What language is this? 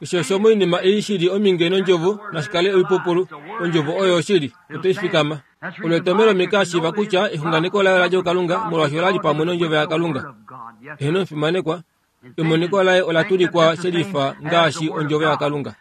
Kuanyama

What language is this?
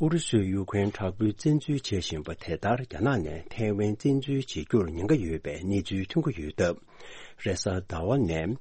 Tibetan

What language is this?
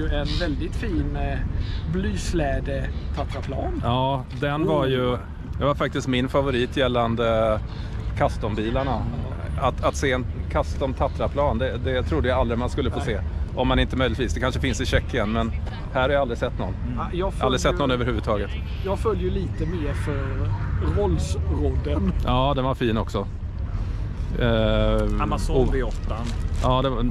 Swedish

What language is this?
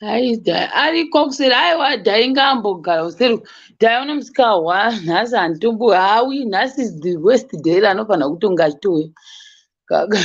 Shona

